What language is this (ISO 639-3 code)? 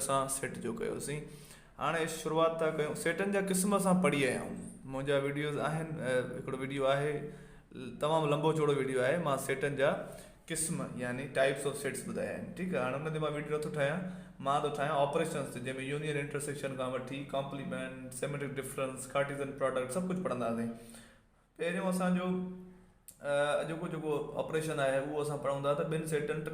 snd